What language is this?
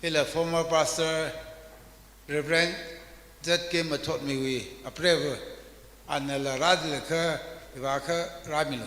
Tangkhul Naga (India)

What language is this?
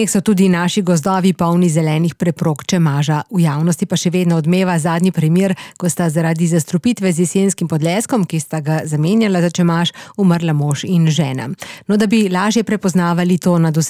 Slovenian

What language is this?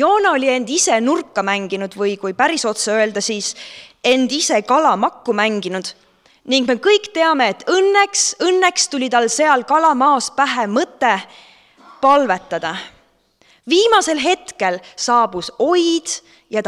Estonian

